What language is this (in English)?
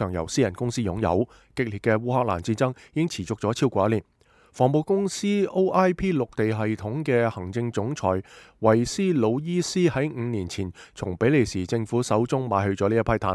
Cantonese